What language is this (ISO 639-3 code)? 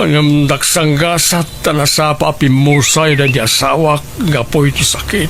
ilo